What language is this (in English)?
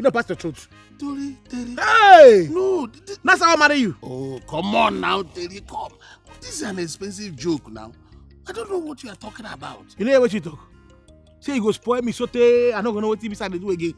Nigerian Pidgin